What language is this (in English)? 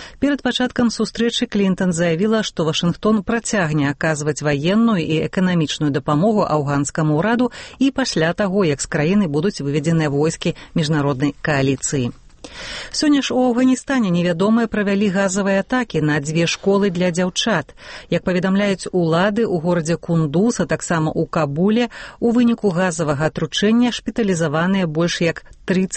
Belarusian